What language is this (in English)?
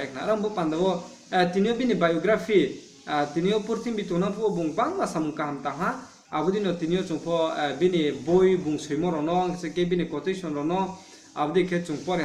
Riang (India)